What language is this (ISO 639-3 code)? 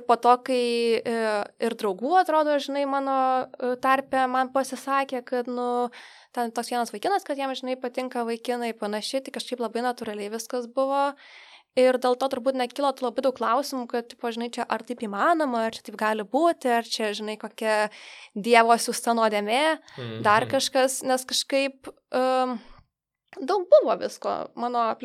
lit